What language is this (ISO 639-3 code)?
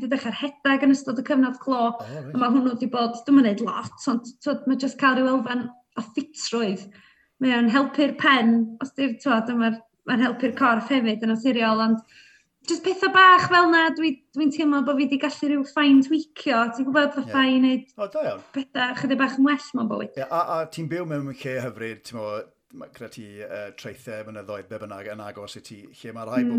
cym